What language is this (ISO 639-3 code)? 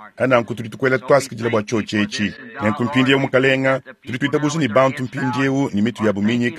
lua